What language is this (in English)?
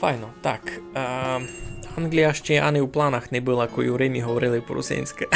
Rusyn